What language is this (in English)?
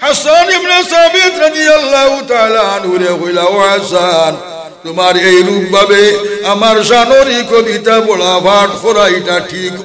Sylheti